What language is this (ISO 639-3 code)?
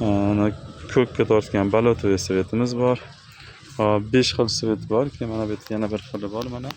uzb